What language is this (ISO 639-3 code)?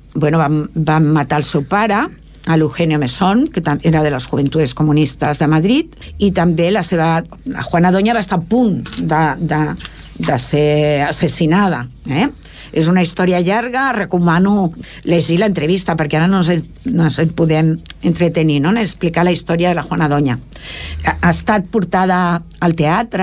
cat